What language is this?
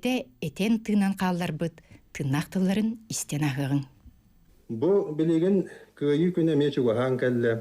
Yakut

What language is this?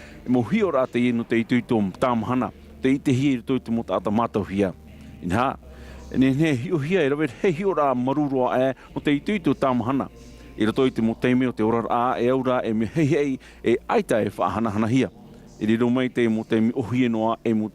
Tahitian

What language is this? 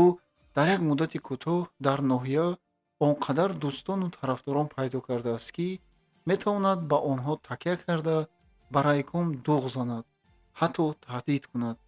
Tajik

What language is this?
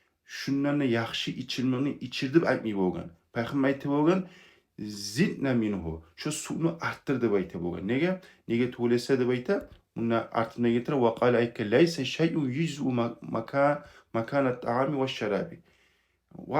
Kumyk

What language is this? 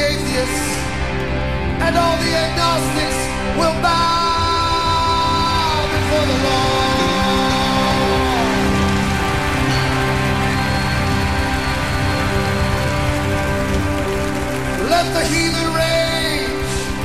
English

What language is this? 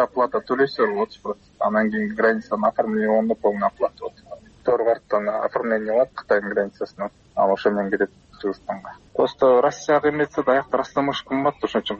Kyrgyz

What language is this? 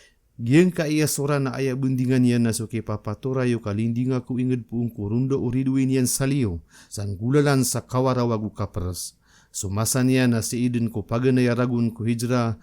Maranao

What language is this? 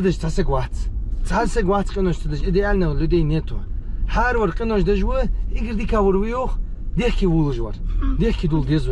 Ingush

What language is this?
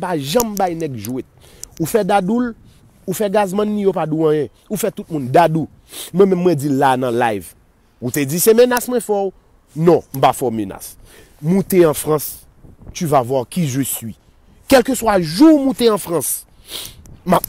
Haitian Creole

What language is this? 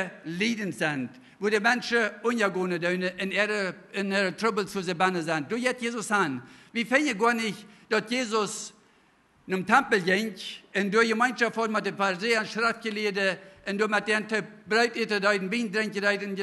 Plautdietsch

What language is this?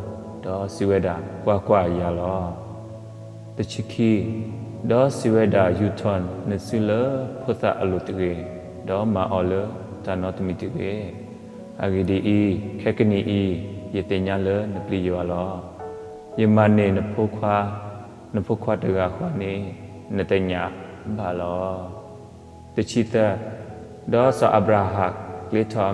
S'gaw Karen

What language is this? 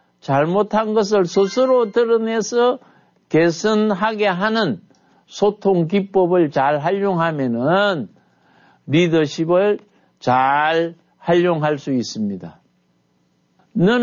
Korean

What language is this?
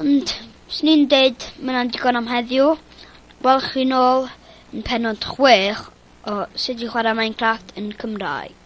Welsh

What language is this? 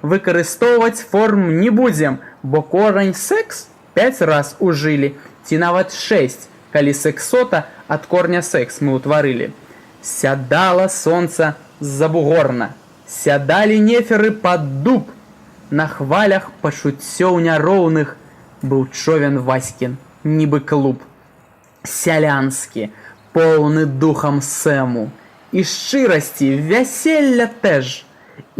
Belarusian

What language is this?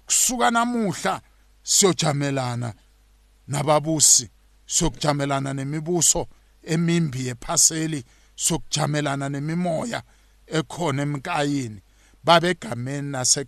South Ndebele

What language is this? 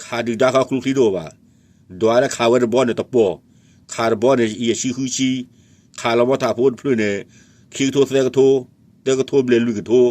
S'gaw Karen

